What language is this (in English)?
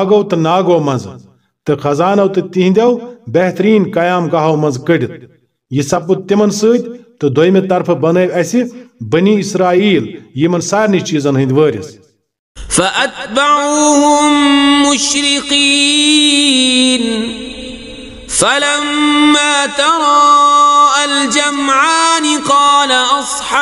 Kashmiri